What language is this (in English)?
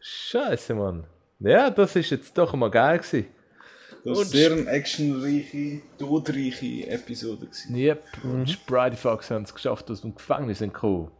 Swiss German